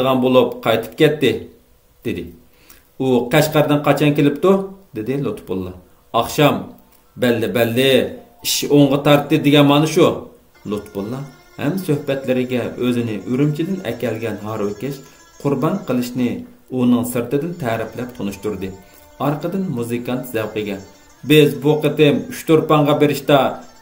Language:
Uyghur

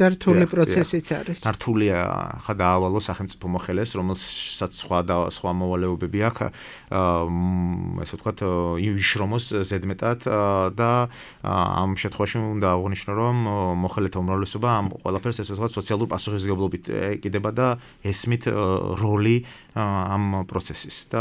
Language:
Georgian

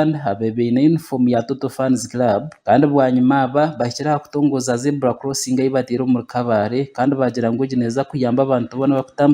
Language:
Nyankole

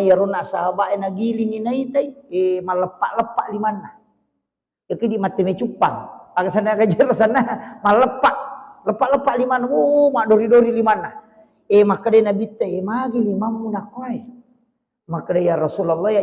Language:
Buginese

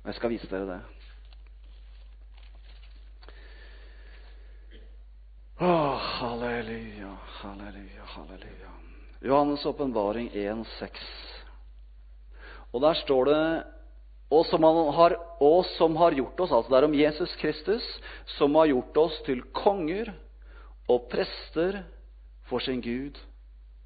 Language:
Norwegian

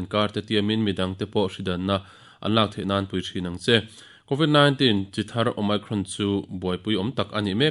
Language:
Mizo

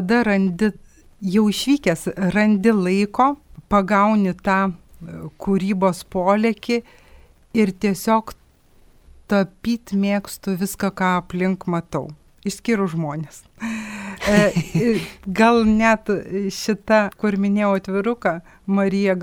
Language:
Lithuanian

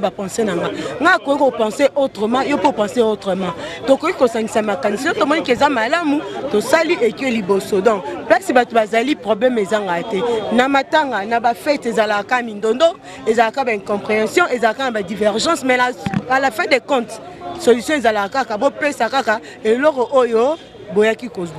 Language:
Lingala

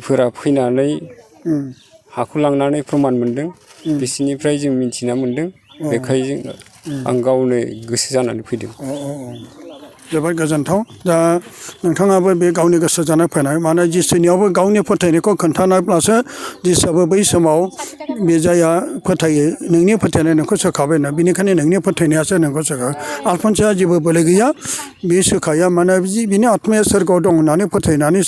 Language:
Bodo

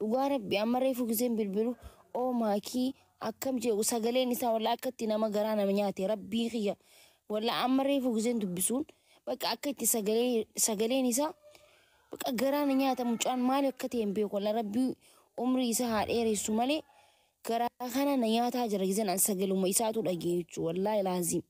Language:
Oromo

